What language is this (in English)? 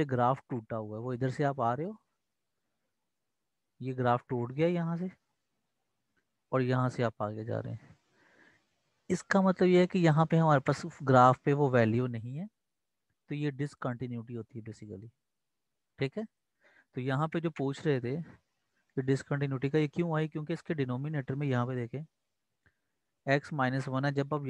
Hindi